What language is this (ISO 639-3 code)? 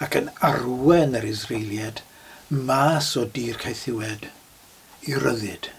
cym